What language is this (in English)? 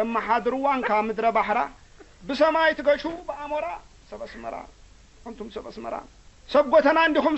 Tigrinya